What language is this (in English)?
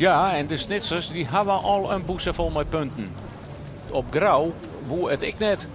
Western Frisian